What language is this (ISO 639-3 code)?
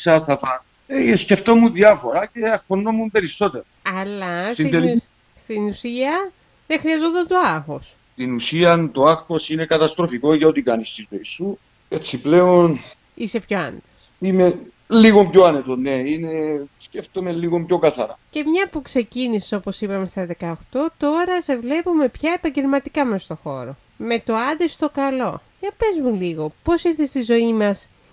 ell